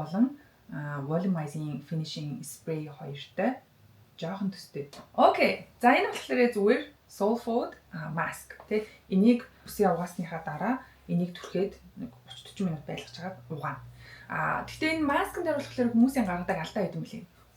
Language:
Mongolian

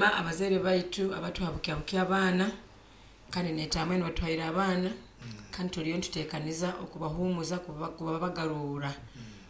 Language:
Nyoro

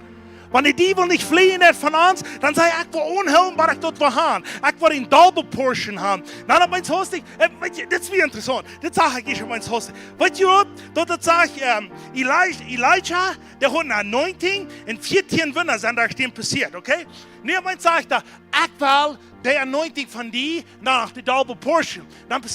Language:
Plautdietsch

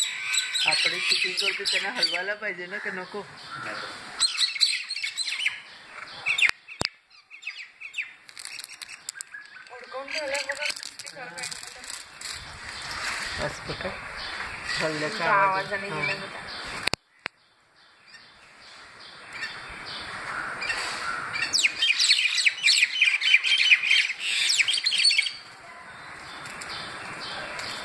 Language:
Marathi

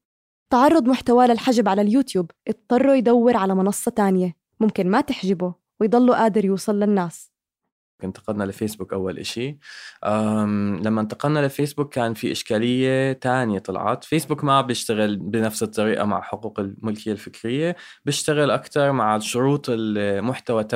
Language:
North Levantine Arabic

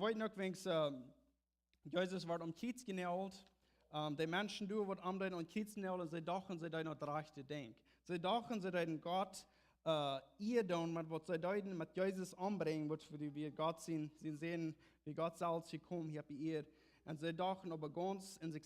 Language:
Plautdietsch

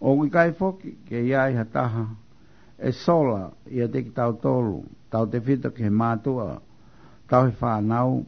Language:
Tongan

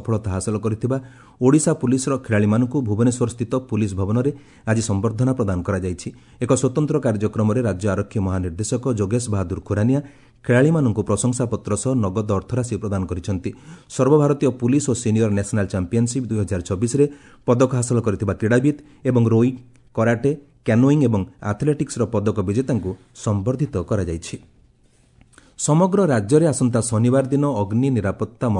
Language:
Odia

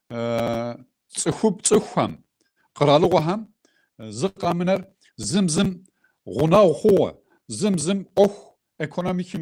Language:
Kabardian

